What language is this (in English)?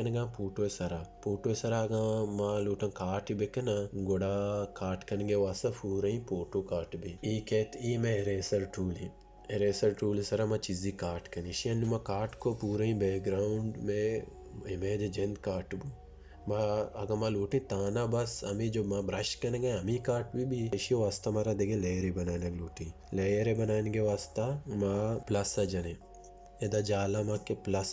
Baluchi